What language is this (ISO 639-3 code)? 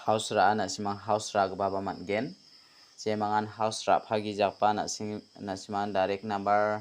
grt